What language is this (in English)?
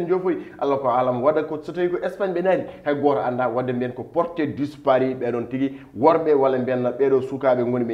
Fula